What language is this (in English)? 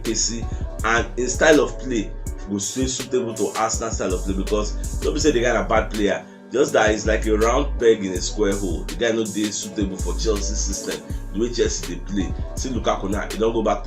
Nigerian Pidgin